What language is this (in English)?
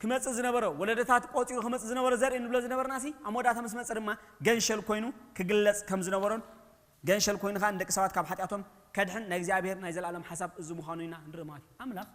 Tigrinya